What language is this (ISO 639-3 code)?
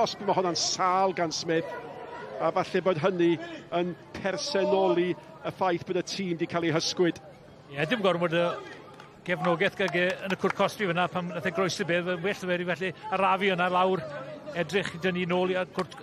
cym